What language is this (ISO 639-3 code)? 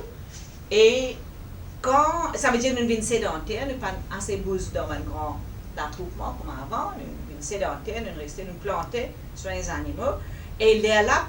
mfe